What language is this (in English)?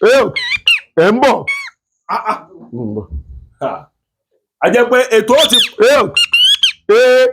Yoruba